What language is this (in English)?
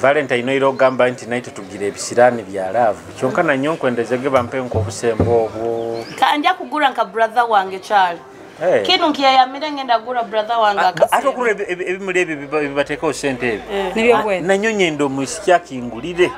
Nyoro